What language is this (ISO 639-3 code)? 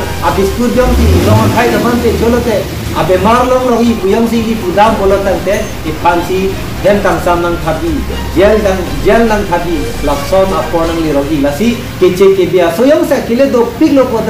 mjw